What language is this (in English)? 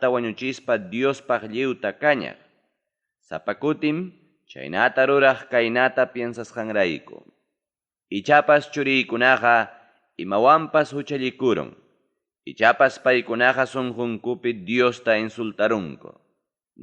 Ayacucho Quechua